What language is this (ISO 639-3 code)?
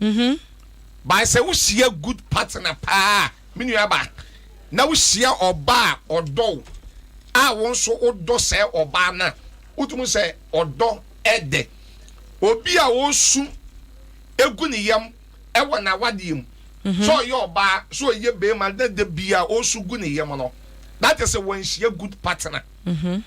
aka